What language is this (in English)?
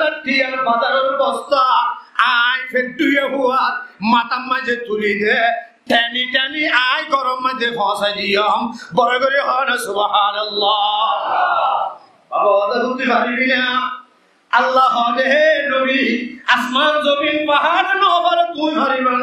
Rohingya